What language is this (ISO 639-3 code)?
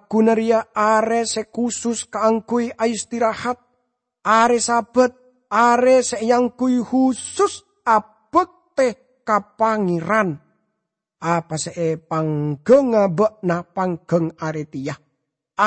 mad